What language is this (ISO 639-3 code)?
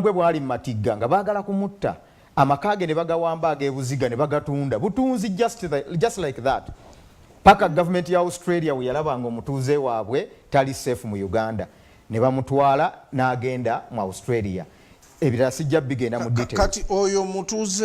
xog